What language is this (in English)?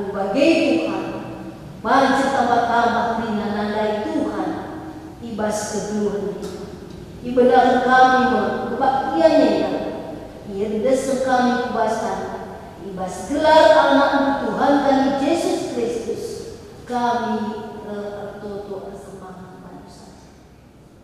Batak Karo